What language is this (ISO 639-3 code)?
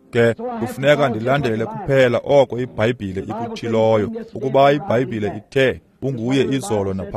xho